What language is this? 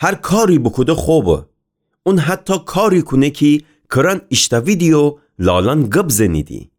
Gilaki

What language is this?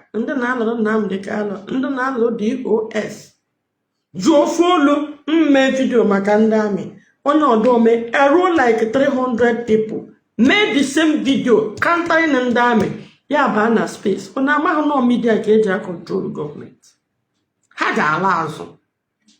Igbo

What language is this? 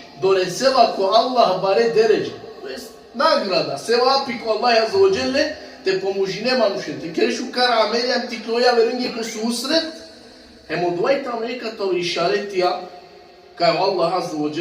Balkan Romani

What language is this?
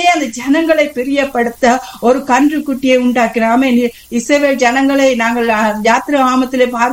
Tamil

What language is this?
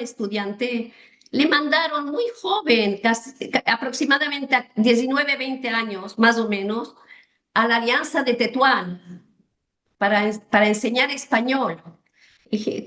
Ladino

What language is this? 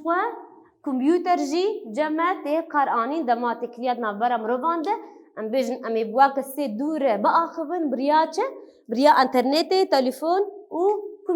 Kurdish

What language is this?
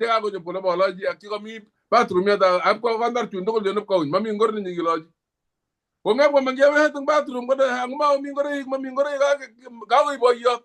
Kalenjin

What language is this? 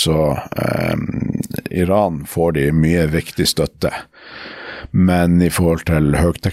Norwegian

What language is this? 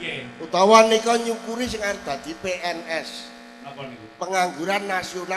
Javanese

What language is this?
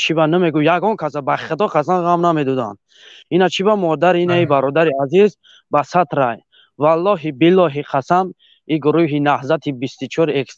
Tajik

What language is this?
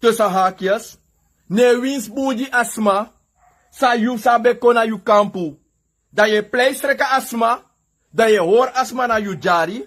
Sranan Tongo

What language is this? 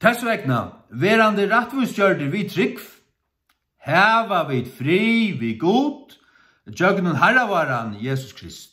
Faroese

